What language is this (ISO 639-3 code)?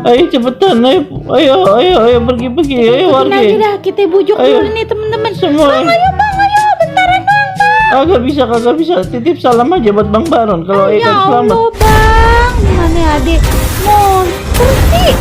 bew